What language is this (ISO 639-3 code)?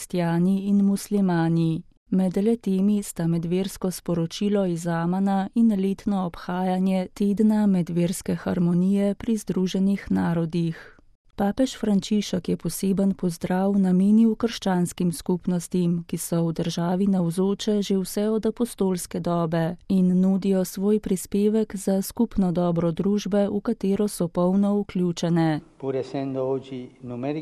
slv